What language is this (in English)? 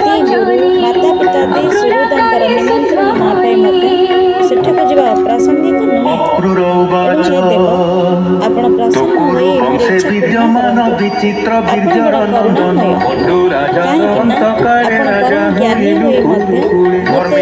Odia